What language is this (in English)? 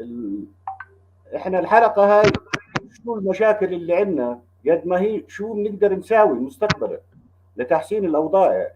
North Levantine Arabic